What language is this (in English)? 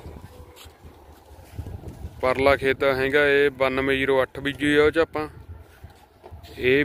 Punjabi